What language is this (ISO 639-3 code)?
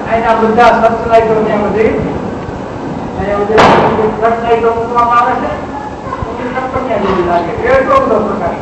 guj